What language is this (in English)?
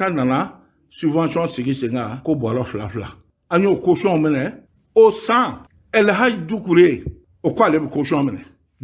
Bambara